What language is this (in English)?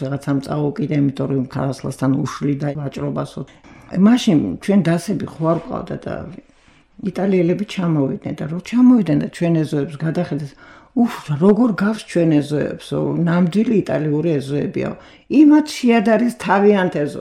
Georgian